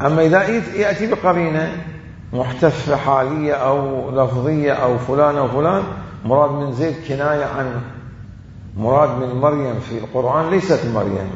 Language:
Mesopotamian Arabic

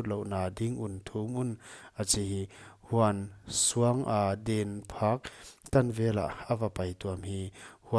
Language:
Paite Chin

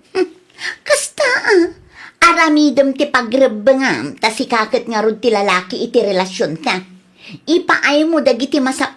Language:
Iloko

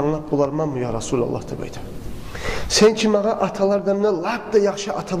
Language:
Kumyk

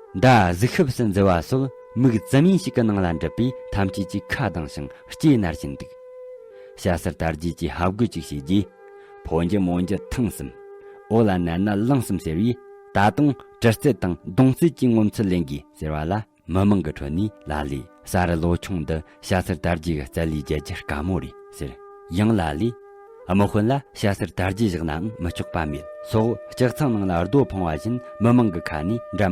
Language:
Tibetan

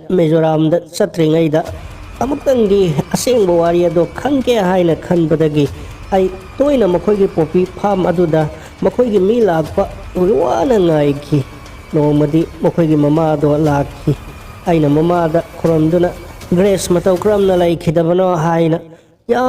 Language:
Manipuri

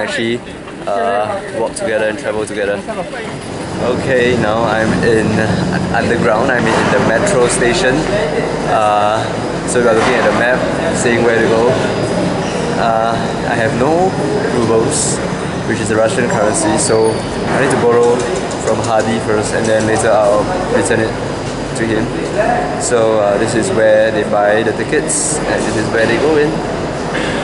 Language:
English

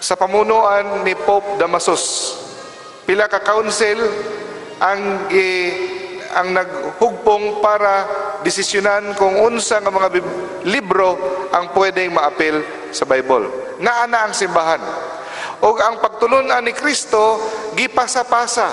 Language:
Cebuano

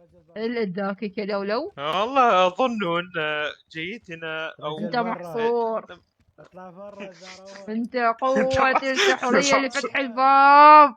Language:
Mesopotamian Arabic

